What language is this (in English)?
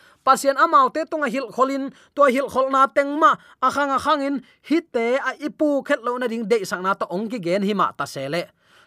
Tedim Chin